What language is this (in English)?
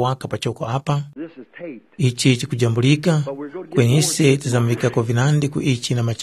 Tumbuka